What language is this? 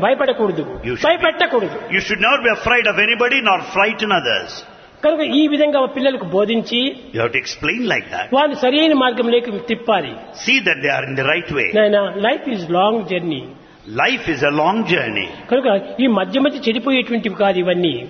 Telugu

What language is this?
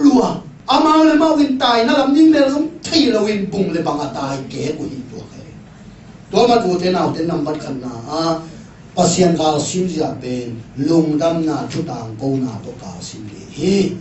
Tedim Chin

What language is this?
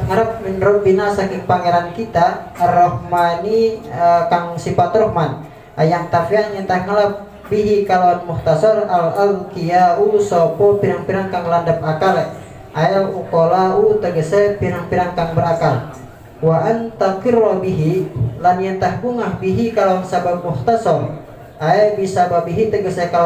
Sundanese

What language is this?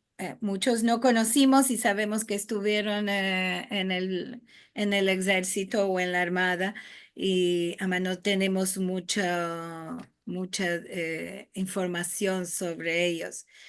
Ladino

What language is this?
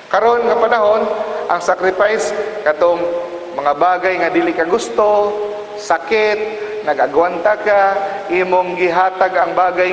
Cebuano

